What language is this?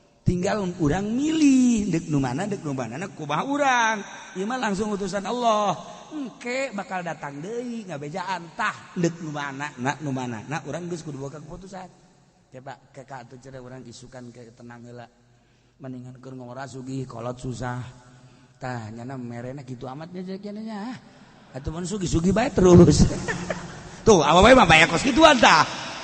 Sundanese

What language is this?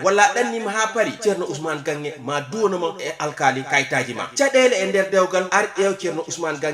Fula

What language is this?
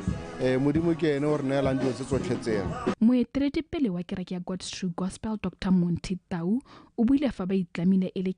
Tswana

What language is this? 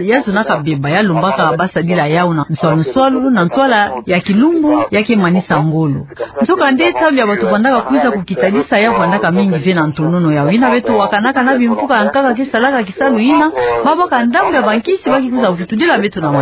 Kituba (Democratic Republic of Congo)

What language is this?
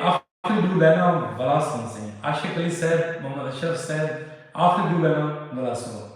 Saraiki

